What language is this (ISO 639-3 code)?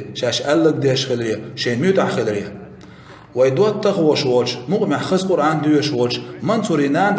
che